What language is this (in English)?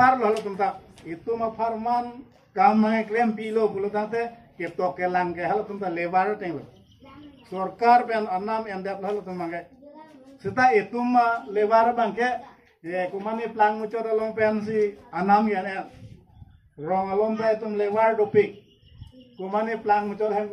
Karbi